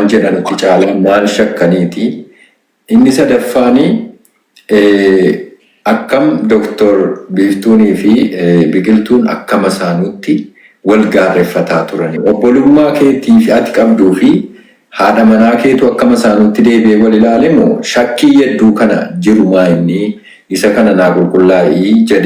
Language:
Oromo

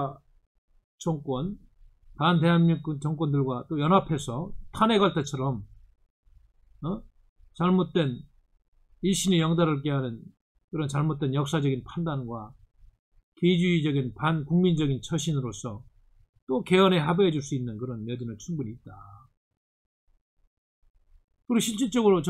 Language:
Korean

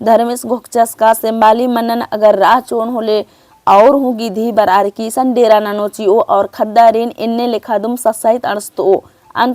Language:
Kurukh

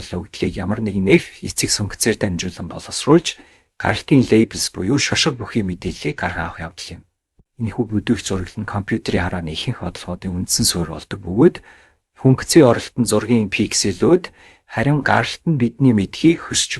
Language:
Mongolian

